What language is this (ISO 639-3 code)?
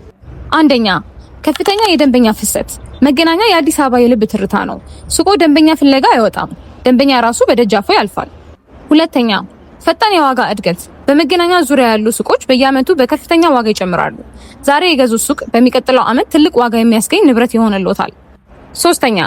amh